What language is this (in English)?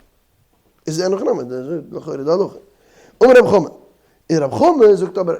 Yiddish